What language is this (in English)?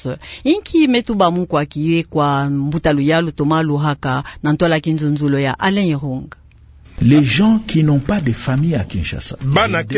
Kituba (Democratic Republic of Congo)